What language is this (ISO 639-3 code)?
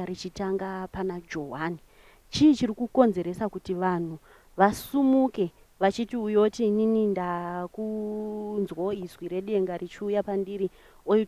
sna